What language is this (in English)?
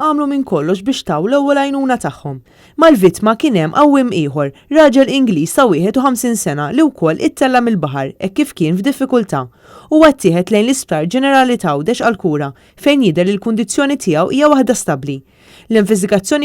Maltese